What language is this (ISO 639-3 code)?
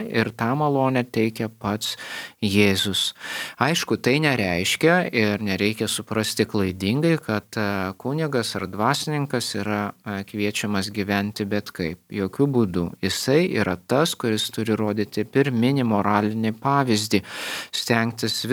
lit